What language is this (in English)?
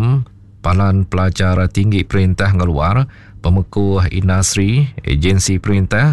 Iban